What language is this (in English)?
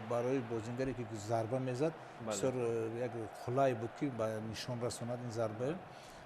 Tajik